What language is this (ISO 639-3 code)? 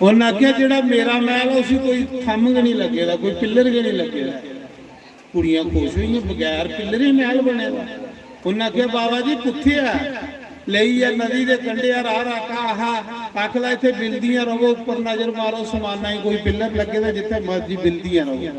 doi